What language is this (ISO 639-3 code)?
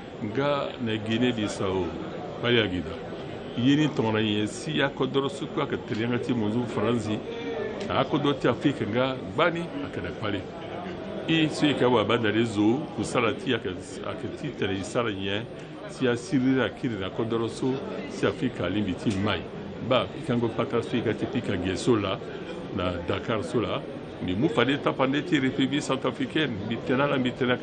sag